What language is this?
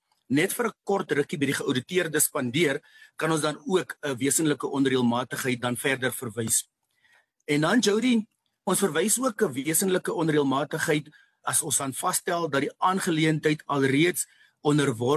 Afrikaans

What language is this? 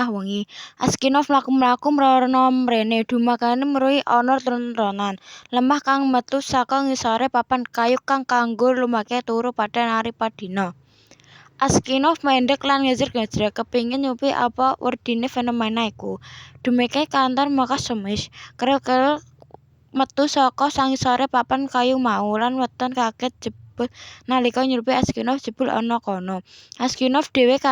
Javanese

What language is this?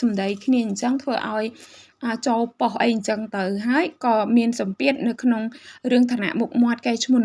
Khmer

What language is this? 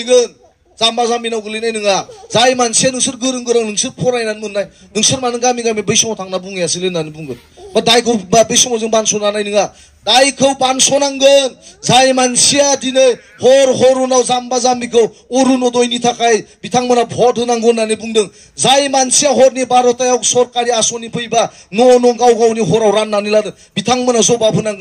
Bodo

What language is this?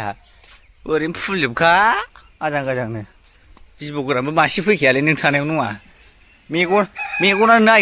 Bodo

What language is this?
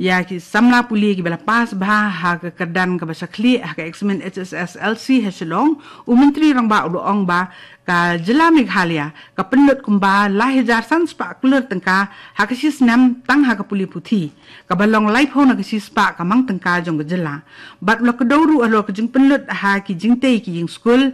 Khasi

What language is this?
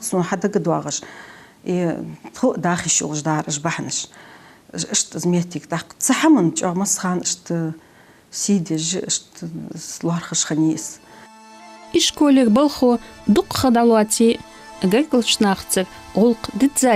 Ingush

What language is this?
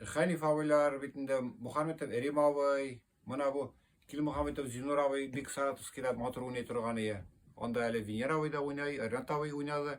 Tatar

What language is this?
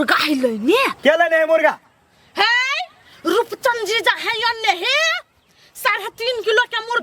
Maithili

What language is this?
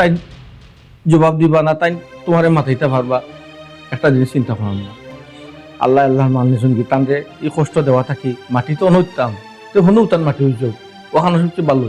Sylheti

